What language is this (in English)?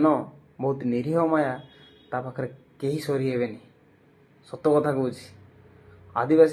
Odia